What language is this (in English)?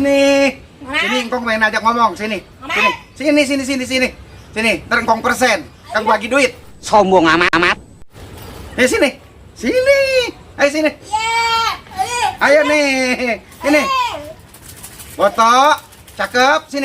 Betawi